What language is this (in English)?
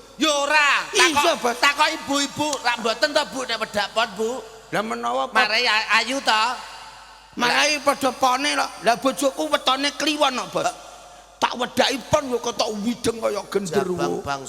Javanese